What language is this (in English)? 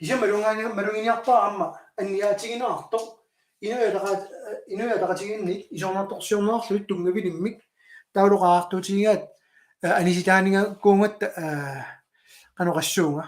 Kalaallisut